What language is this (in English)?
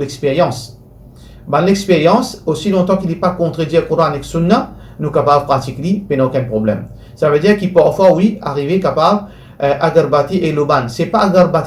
Morisyen